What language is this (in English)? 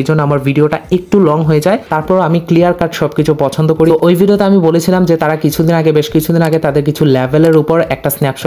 Bangla